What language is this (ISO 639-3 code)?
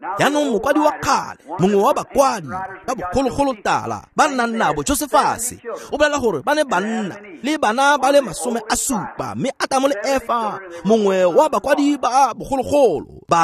tsn